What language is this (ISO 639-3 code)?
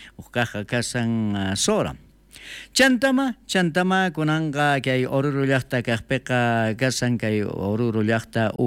quh